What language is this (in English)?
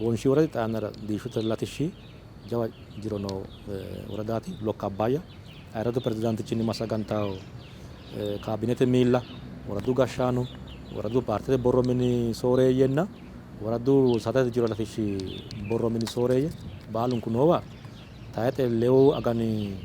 Sidamo